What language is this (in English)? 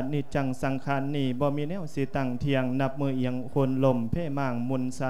Lao